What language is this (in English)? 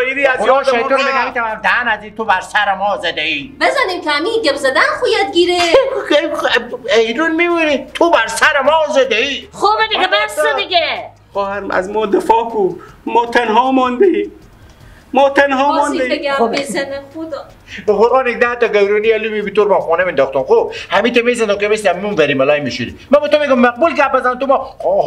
Persian